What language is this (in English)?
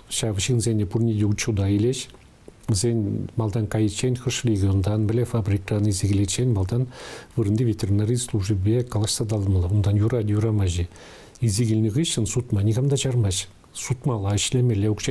Chuvash